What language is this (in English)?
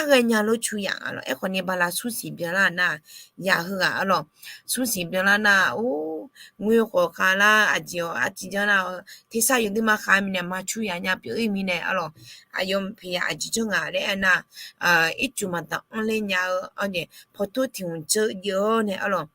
Akha